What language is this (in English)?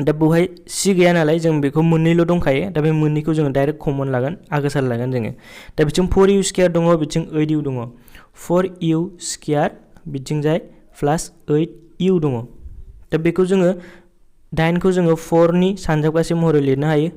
Bodo